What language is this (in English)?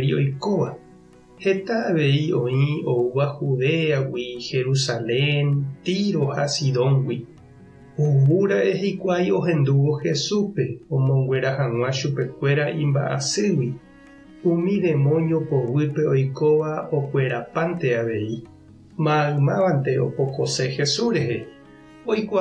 Guarani